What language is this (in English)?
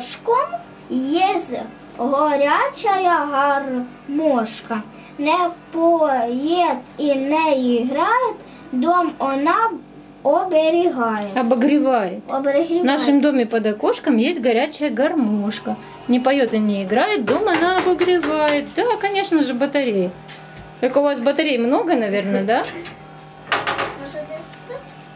Russian